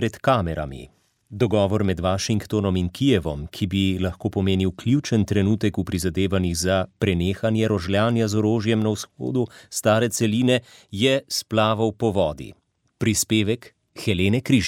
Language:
Slovenian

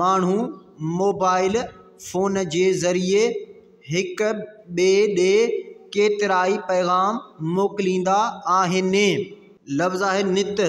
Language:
Sindhi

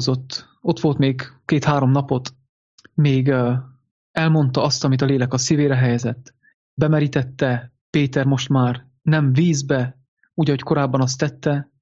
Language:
Hungarian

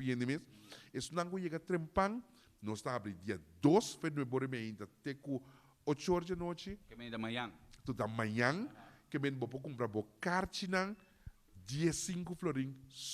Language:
Papiamento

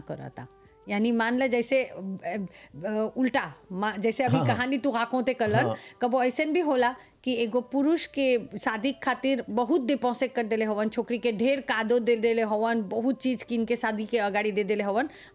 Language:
Bhojpuri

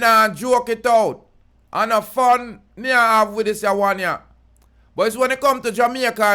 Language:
Jamaican Creole English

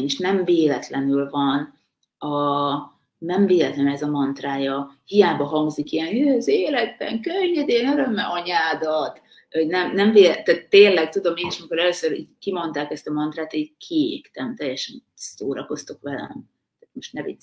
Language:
Hungarian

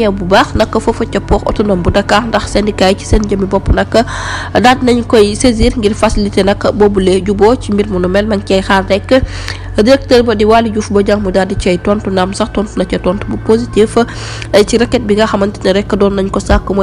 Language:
Wolof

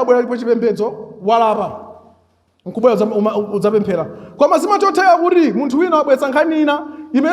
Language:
Nyanja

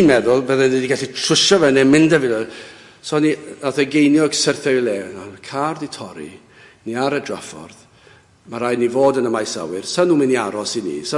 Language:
Welsh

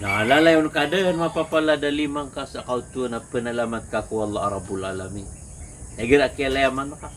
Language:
Maranao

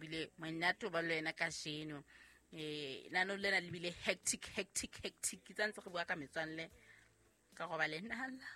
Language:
Southern Sotho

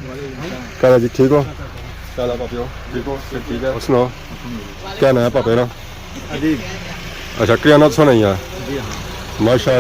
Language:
Pahari-Potwari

